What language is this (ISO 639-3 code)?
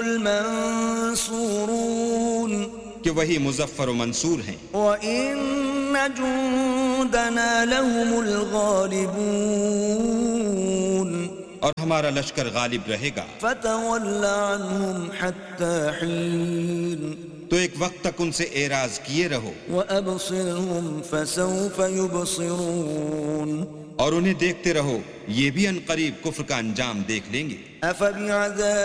urd